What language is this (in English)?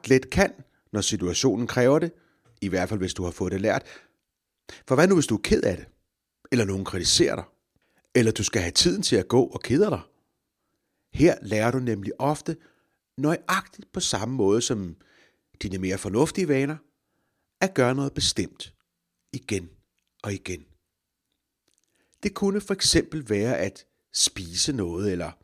Danish